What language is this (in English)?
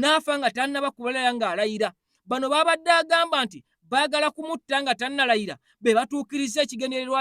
Ganda